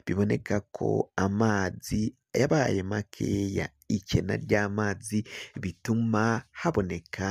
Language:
Rundi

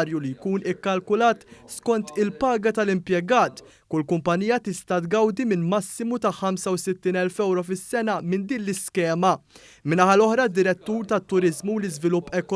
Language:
Maltese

